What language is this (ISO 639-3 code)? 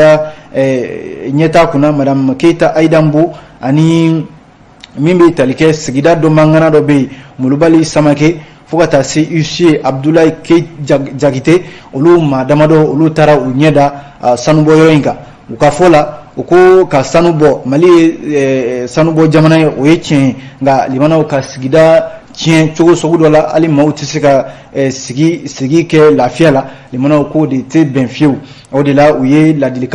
bam